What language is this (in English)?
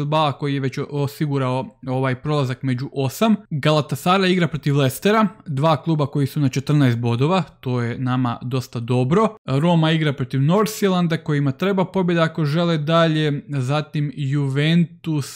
Croatian